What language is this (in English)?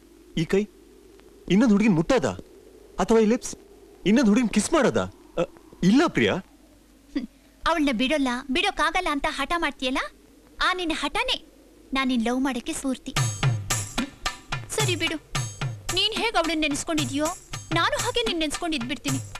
Kannada